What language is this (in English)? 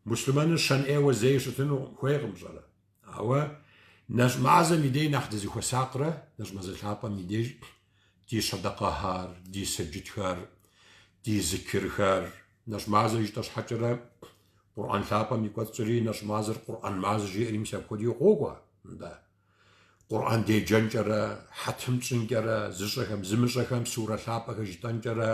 Kabardian